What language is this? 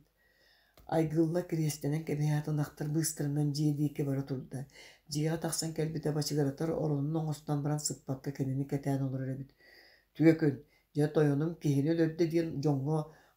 Yakut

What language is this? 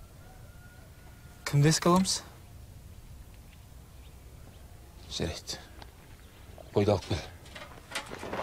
Kazakh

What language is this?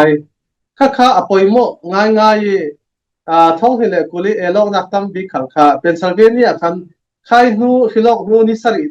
Falam Chin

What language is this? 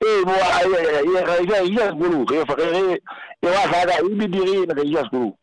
Southern Sotho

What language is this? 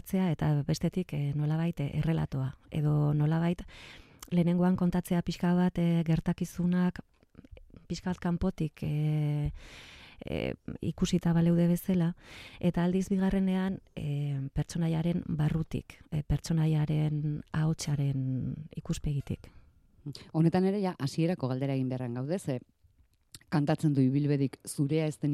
Basque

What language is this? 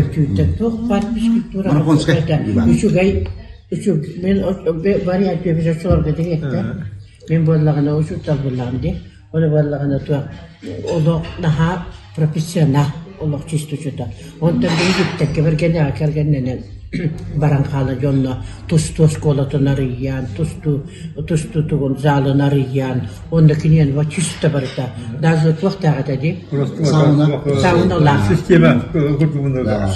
Yakut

